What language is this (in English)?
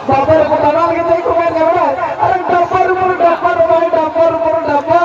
Santali